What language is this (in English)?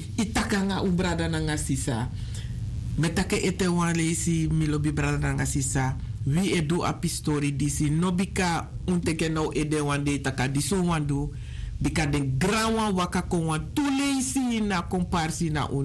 Sranan Tongo